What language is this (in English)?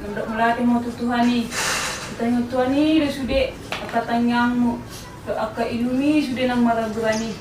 Batak Toba